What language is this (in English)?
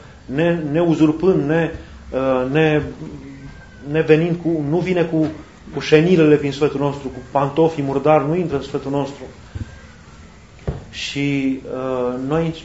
Romanian